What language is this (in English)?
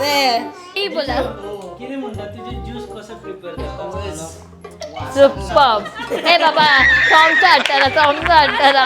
Konkani